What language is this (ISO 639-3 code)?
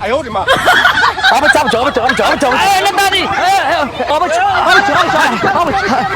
anp